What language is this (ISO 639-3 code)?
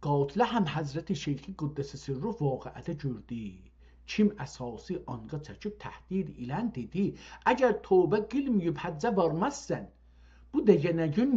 azb